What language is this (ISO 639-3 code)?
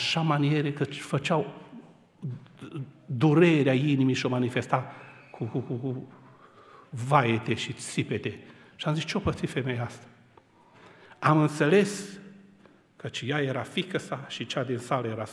ron